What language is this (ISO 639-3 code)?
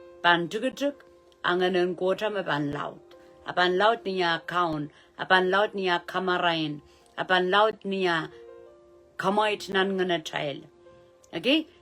pon